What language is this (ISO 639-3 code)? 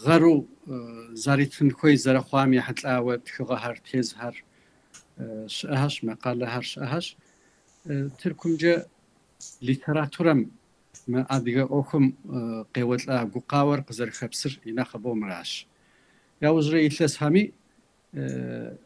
kbd